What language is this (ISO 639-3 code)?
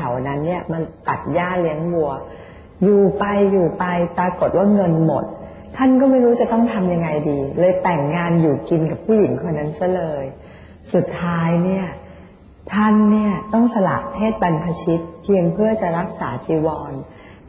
tha